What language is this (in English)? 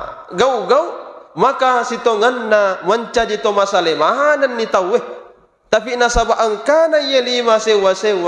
Buginese